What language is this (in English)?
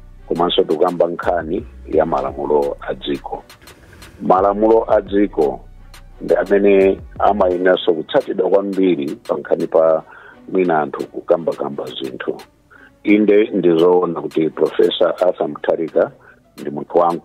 Nyanja